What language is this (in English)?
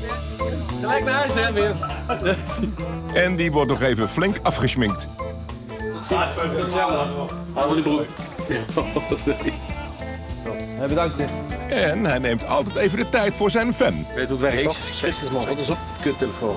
Dutch